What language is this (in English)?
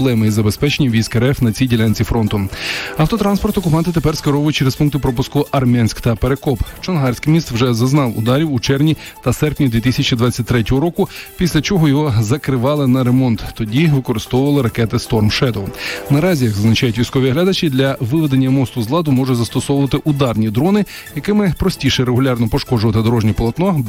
Ukrainian